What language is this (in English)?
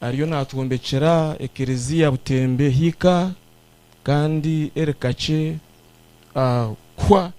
Nyankole